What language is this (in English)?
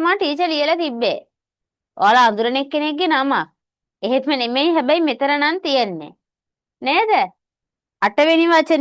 Sinhala